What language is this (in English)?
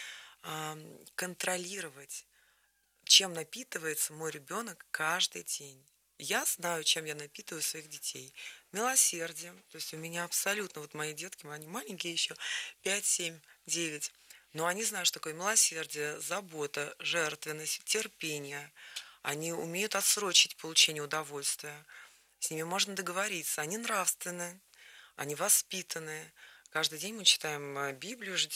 Russian